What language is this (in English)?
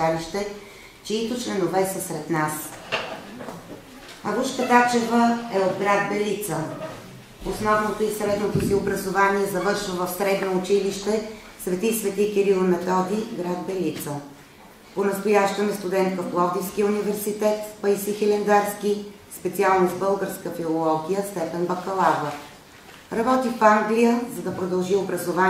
Bulgarian